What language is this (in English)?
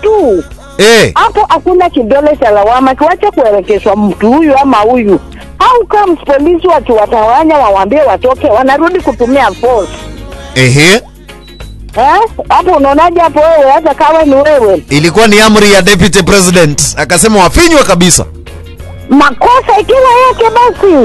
Swahili